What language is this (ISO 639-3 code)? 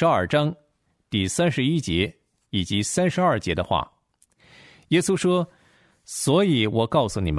zho